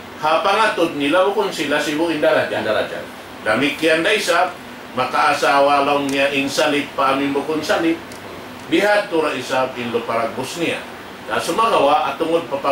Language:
Tausug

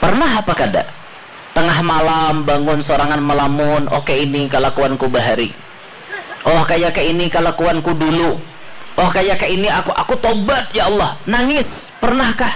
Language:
Banjar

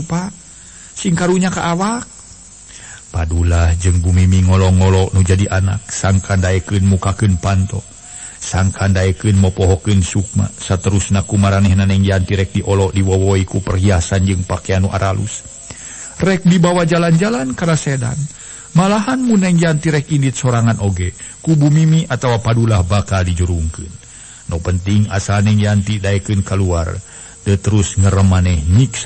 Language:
Sundanese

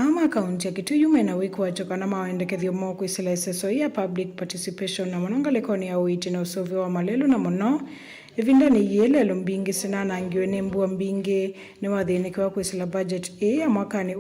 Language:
Kamba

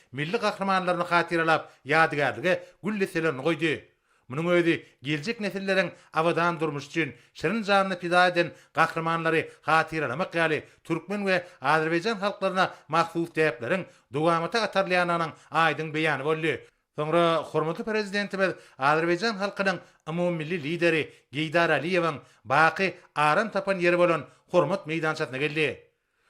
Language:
Turkmen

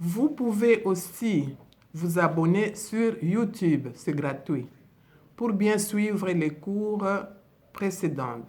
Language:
Luba-Lulua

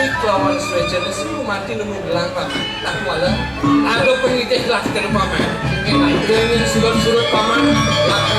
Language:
Balinese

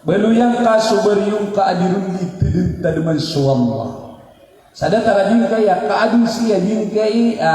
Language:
Maranao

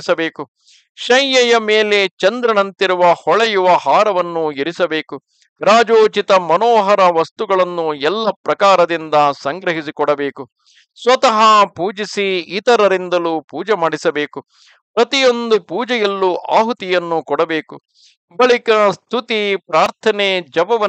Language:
Kannada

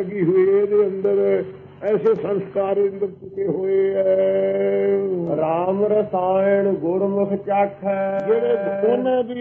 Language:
Punjabi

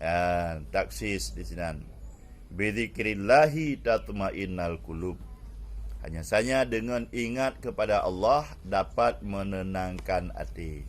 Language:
Achinese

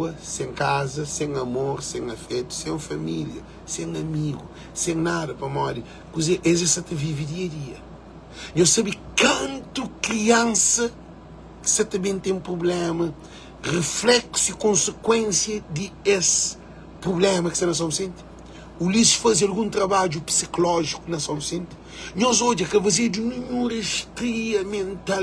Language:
Kabuverdianu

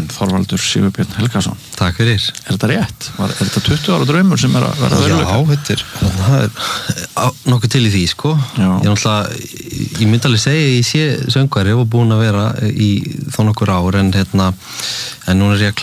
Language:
Icelandic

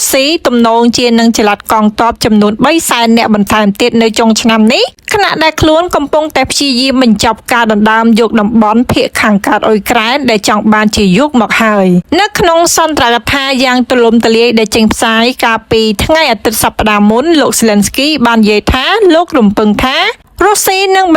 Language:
Khmer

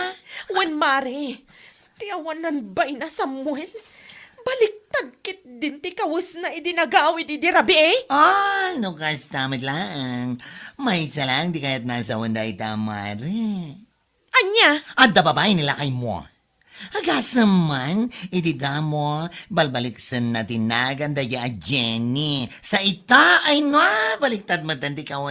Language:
Iloko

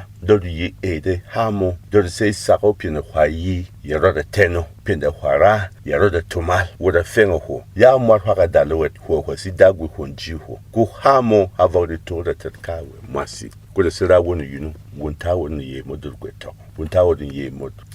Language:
Berom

